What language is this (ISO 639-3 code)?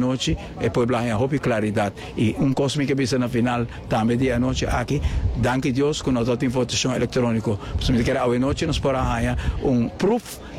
pap